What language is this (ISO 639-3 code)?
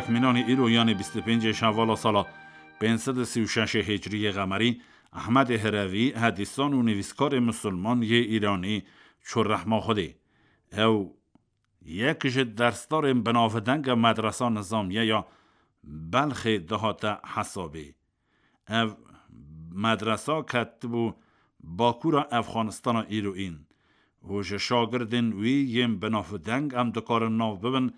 kur